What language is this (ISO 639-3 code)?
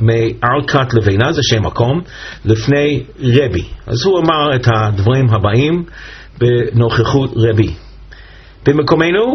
heb